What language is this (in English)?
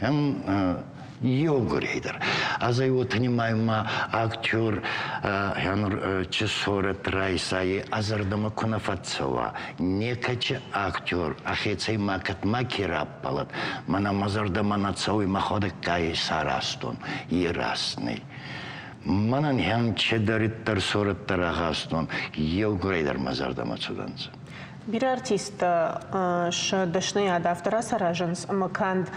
Ossetic